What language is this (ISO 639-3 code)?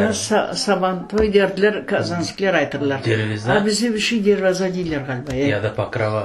crh